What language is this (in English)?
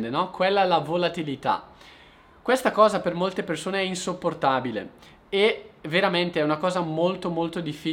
Italian